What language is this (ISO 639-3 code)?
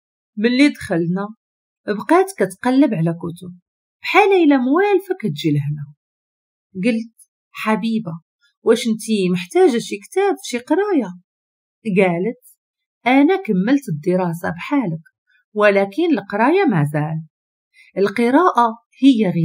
ary